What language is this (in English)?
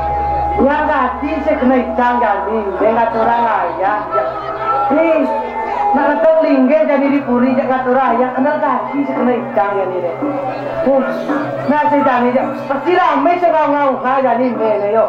Balinese